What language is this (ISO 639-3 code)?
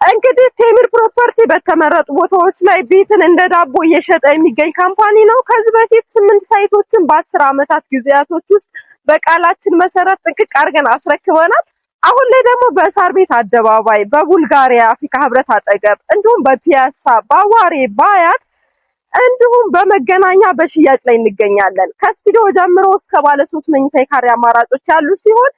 amh